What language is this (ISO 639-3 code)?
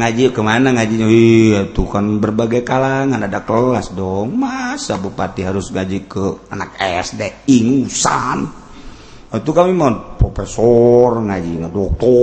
sun